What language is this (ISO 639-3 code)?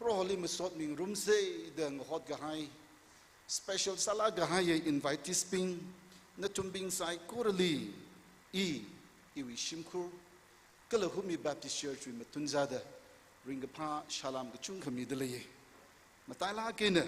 nmf